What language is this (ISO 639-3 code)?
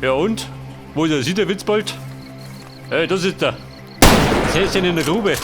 bar